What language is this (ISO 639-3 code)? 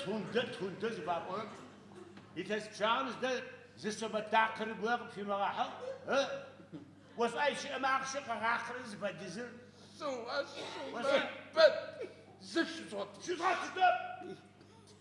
ady